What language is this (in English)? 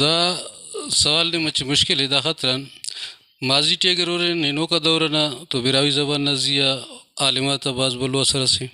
Brahui